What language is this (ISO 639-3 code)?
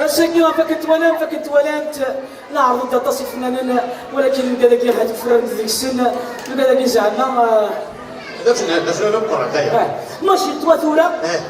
kab